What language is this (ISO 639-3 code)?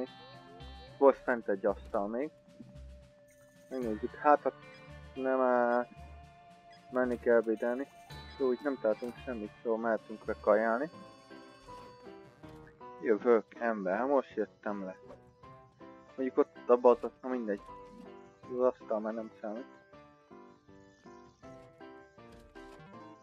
hun